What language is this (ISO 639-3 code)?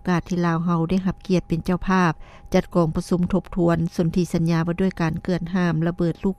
lao